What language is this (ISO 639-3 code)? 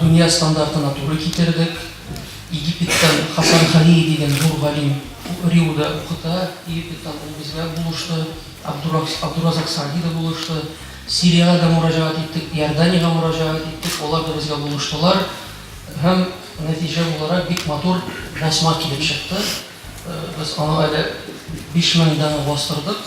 tat